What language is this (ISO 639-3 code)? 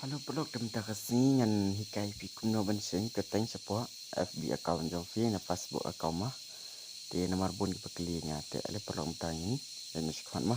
kha